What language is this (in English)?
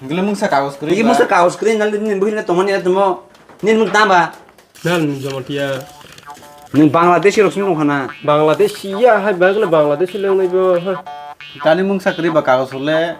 Kok Borok